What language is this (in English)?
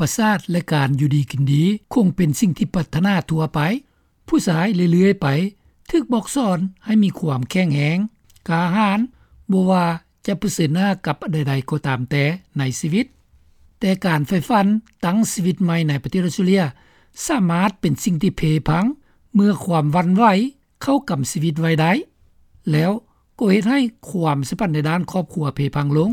Lao